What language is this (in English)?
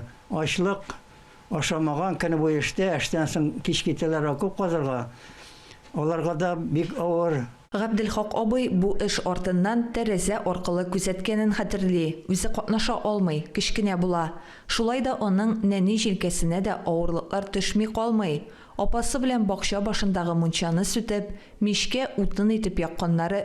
Tatar